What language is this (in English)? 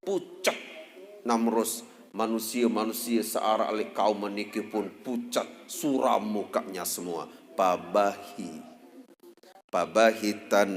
Sasak